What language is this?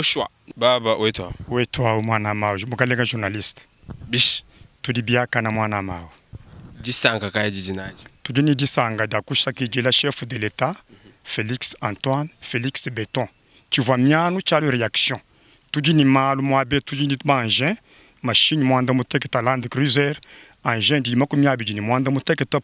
Luba-Lulua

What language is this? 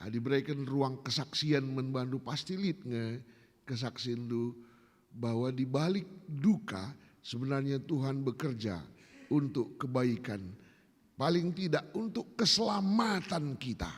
Batak Karo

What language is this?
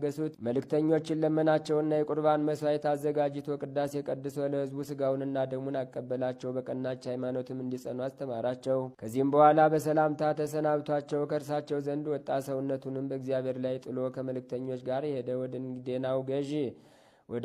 Amharic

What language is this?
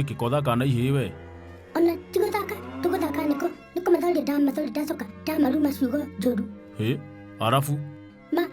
Kikuyu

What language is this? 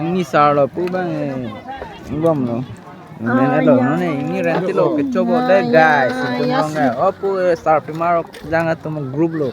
Karbi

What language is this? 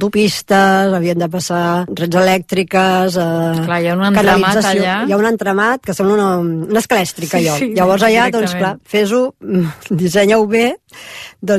Catalan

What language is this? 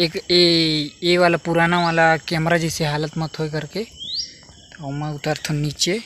Chhattisgarhi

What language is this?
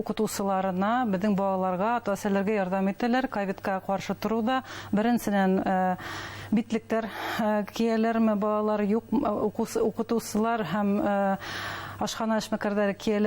Bashkir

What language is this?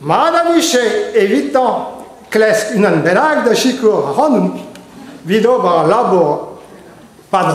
Breton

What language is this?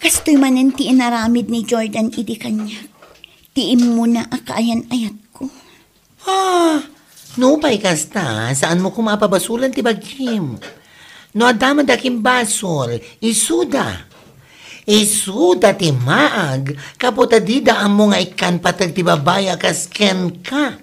Iloko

